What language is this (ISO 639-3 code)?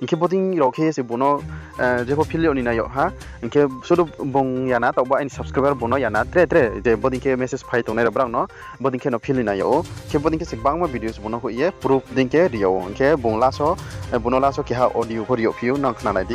ria